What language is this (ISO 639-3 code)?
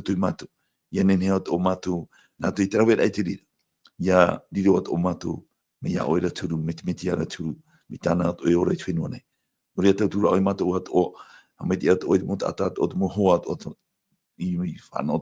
tah